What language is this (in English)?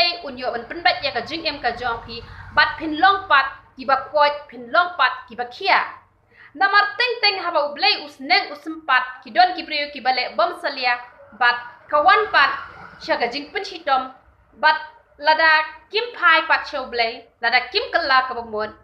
Khasi